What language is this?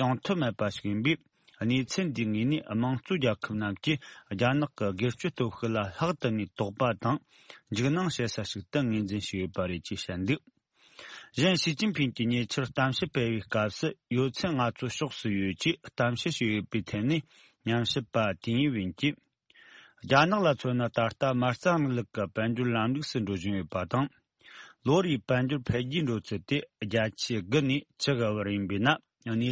Tibetan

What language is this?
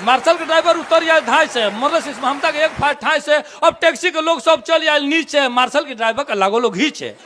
Bhojpuri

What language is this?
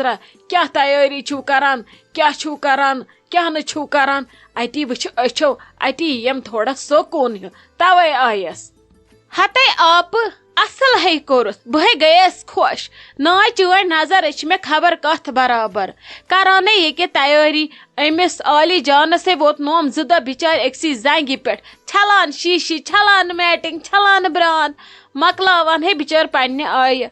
Kashmiri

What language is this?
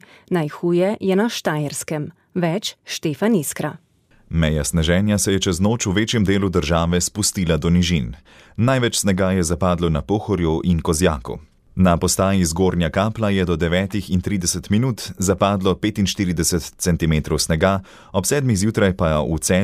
Slovenian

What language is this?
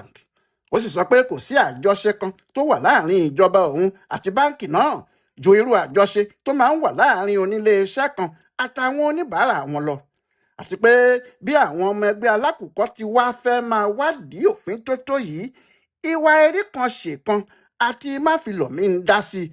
Yoruba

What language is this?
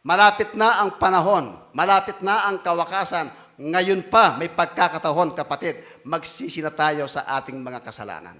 Pampanga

